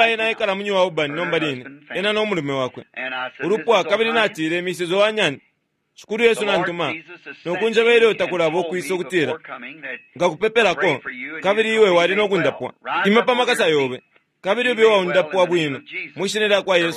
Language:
Bemba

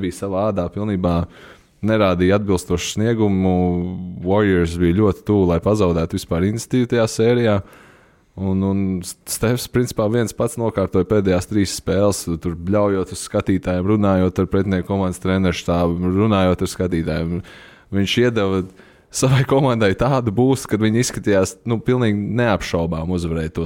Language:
Latvian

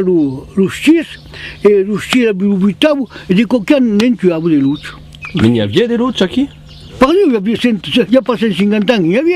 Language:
Occitan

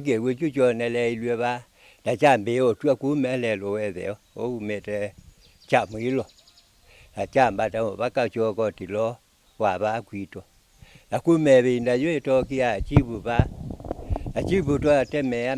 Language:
Kamba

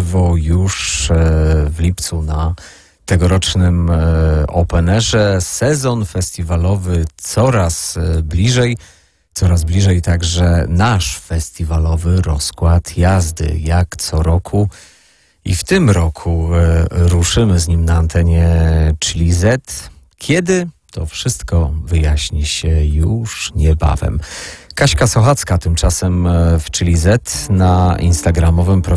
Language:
Polish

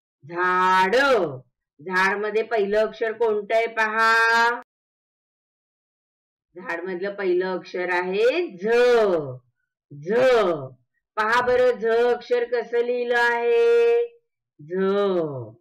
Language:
Marathi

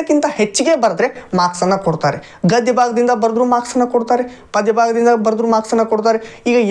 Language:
Kannada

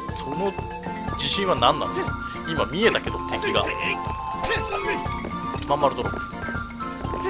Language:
Japanese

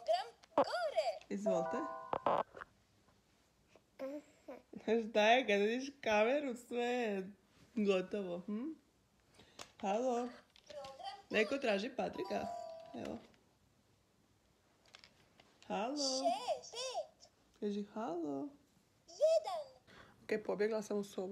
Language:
Croatian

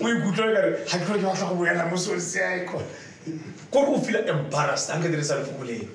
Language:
Tswana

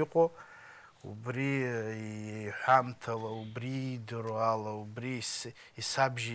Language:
Abkhazian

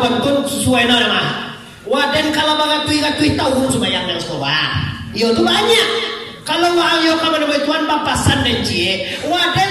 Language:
Minangkabau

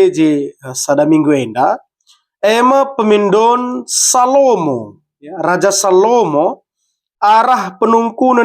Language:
Batak Karo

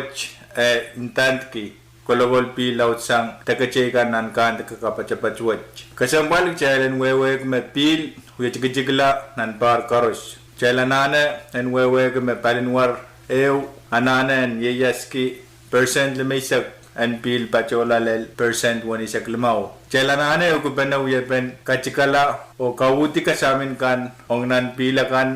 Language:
Pohnpeian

